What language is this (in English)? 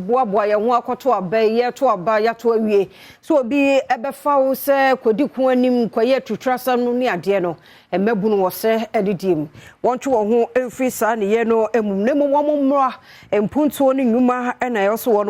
Akan